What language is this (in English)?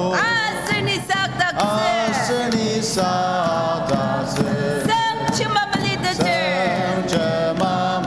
Ao Naga